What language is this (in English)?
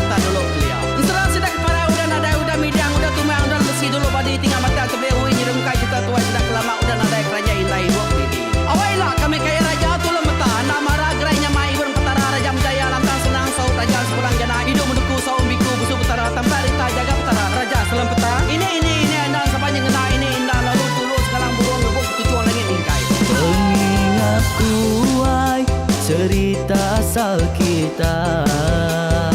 Iban